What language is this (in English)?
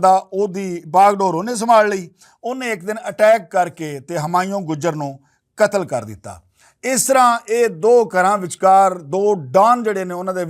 Western Panjabi